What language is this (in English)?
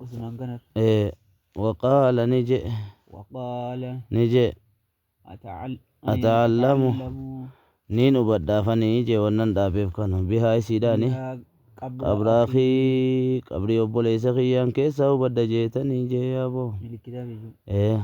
Oromo